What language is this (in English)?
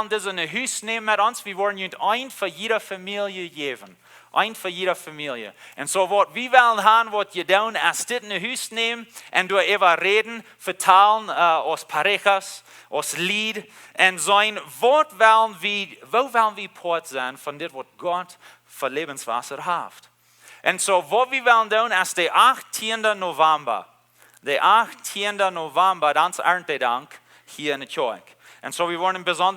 Plautdietsch